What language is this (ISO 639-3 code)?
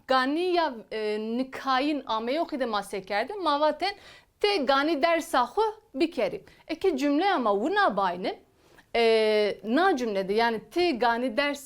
zza